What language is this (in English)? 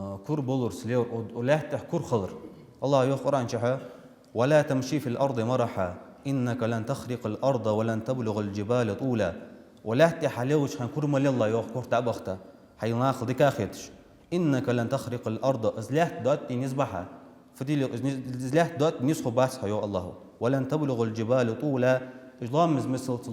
Ingush